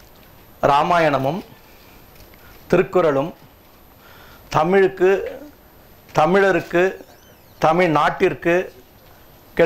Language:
Tamil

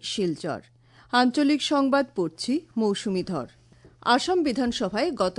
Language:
Bangla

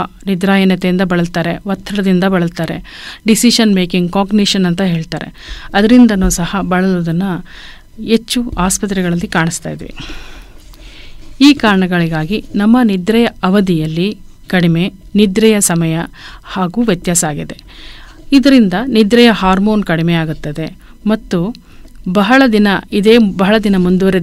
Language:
Kannada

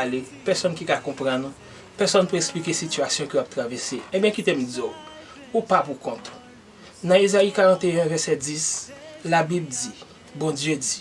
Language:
Haitian Creole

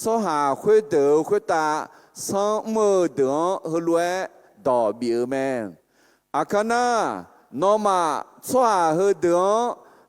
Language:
Akha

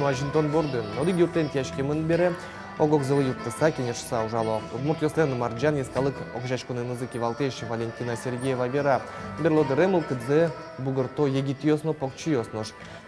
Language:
Udmurt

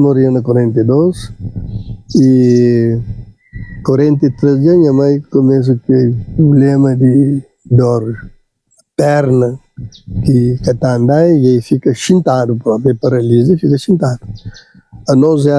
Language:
Kabuverdianu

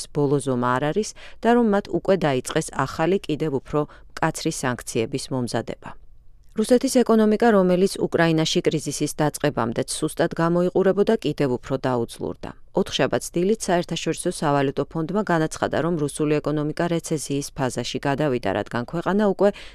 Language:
Georgian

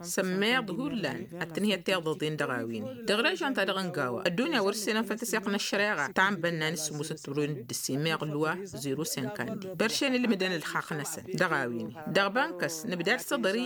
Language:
Tamasheq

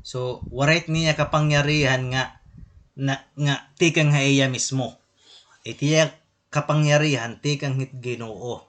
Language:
Waray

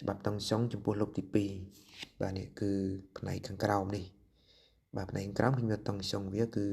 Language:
Khmer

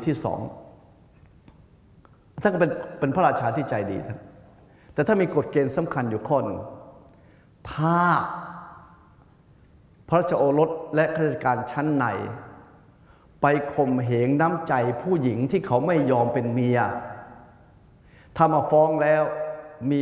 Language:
Thai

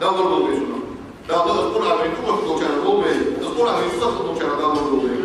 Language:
Ingush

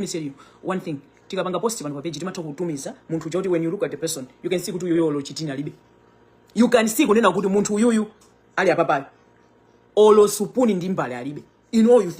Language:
Nyanja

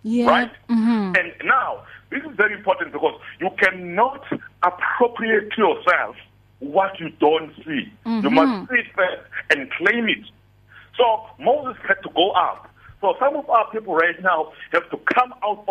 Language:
English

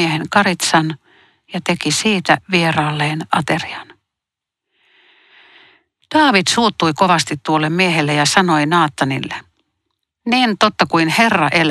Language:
Finnish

